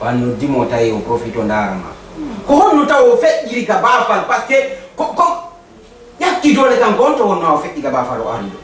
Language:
Fula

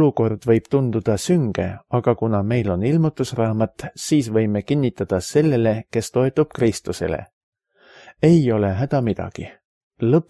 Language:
Estonian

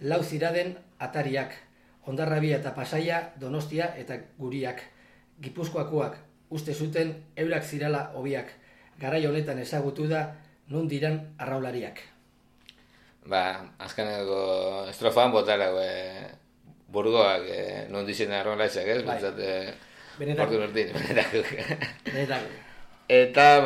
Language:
Basque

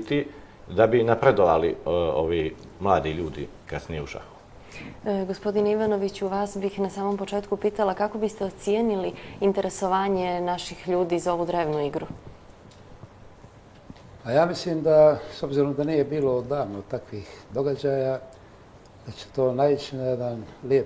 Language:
Bosnian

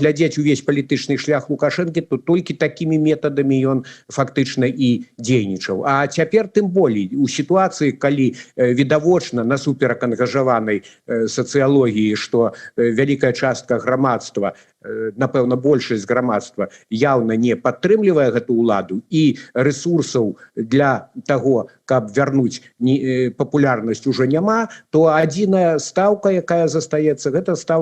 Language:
Belarusian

